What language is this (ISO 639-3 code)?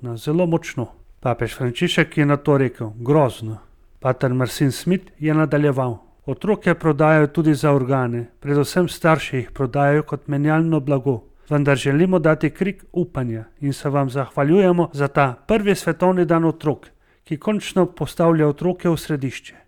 slv